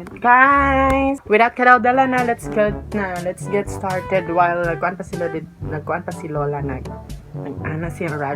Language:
Cebuano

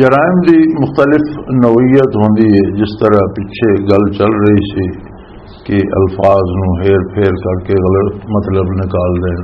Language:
Western Panjabi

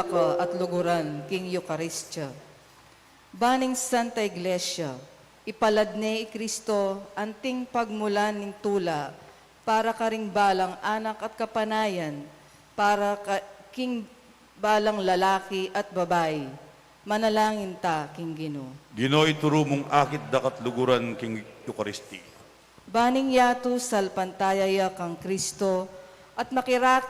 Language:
Pampanga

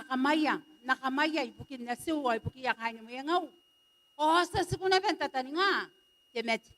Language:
Gilbertese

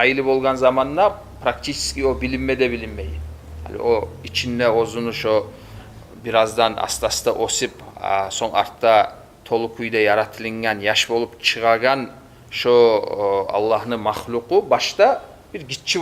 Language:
Kumyk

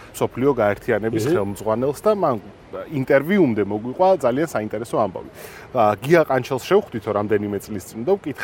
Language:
Georgian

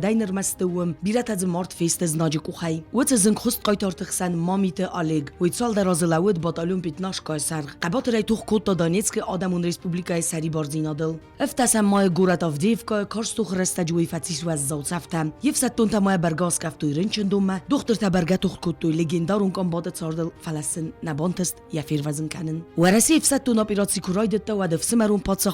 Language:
Ossetic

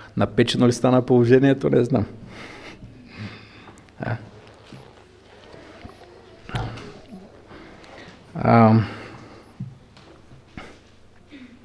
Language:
Bulgarian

